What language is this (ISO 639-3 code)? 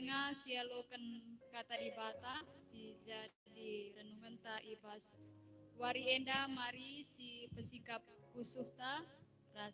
btx